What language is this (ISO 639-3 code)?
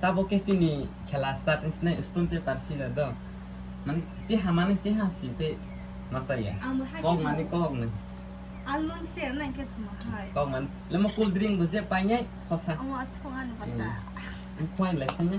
trp